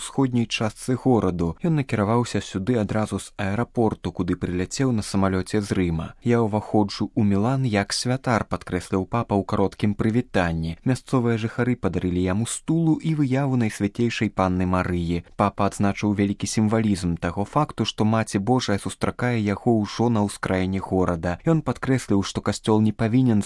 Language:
Belarusian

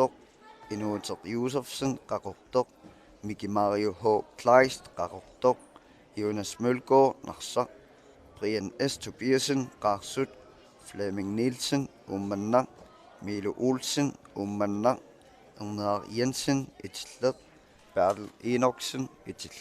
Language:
Kalaallisut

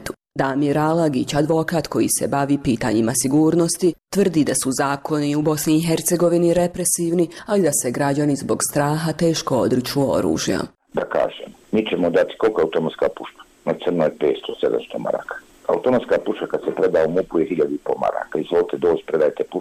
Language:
Bosnian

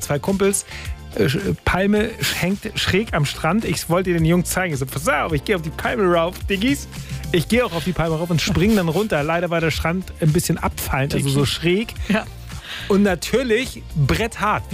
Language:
German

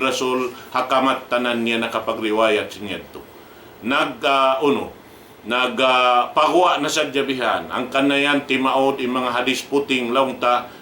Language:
Tausug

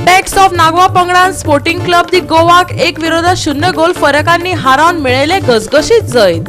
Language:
Konkani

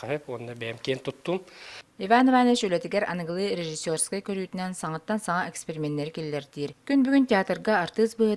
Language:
Yakut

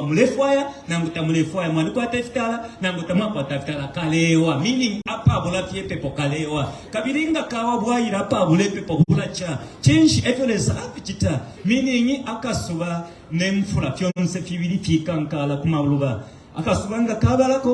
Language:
Bemba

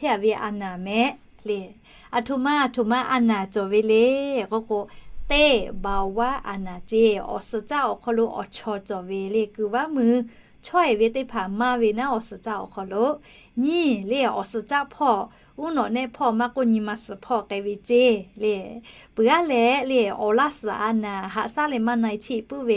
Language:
Lahu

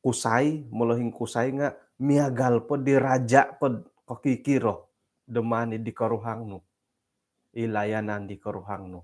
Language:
Central Dusun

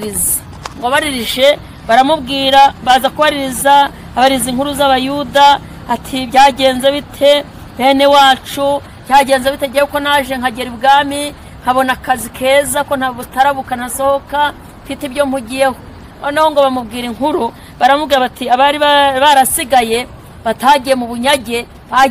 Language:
Kinyarwanda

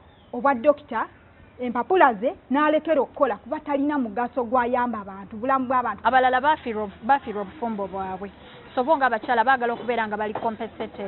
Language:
Ganda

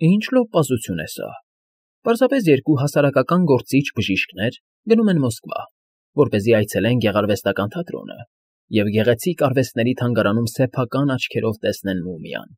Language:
Armenian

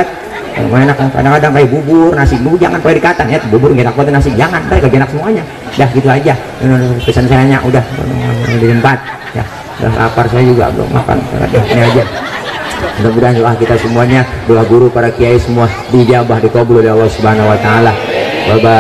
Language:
Betawi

